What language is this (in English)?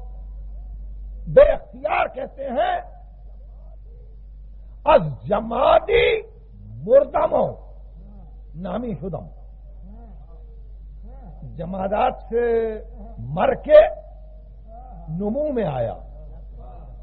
Urdu